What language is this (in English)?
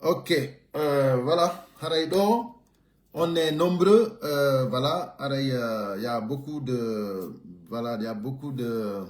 Pular